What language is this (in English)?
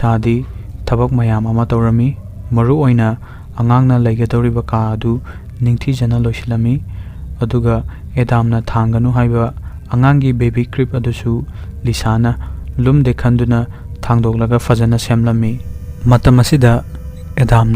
Manipuri